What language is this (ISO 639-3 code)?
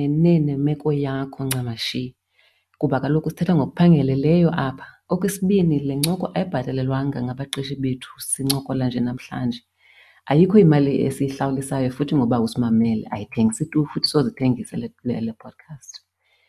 xho